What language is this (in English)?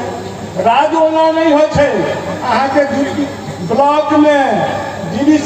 Maithili